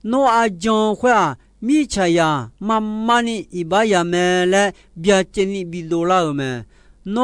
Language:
Akha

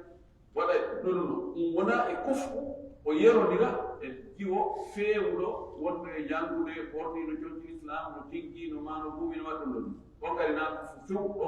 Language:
Fula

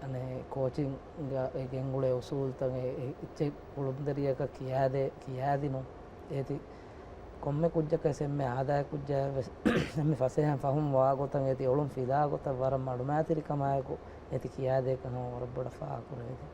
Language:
Divehi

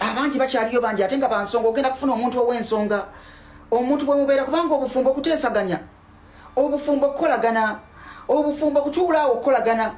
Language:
Ganda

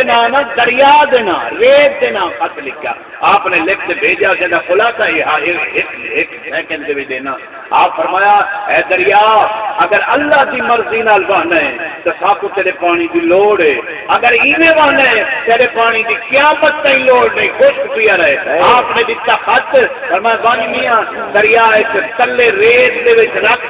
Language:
Saraiki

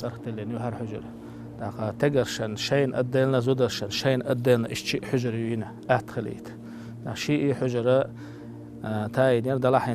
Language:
Chechen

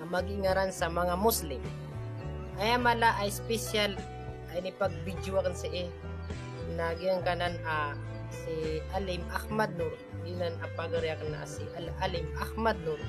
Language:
Maranao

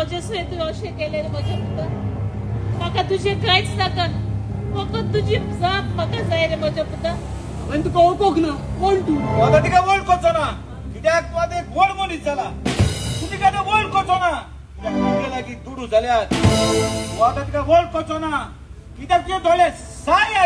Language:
Konkani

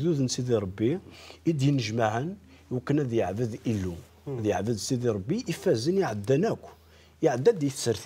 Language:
Kabyle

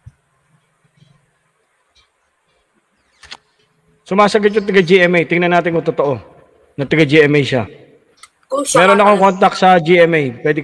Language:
Filipino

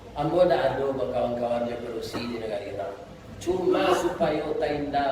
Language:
Minangkabau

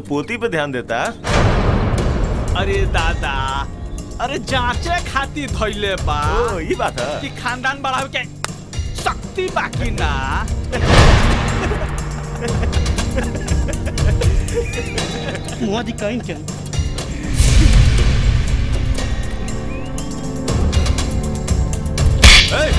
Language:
Bhojpuri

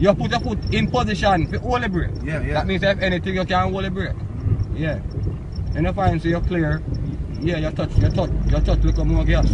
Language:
Jamaican Creole English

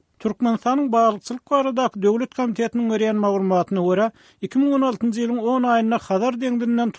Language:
Turkmen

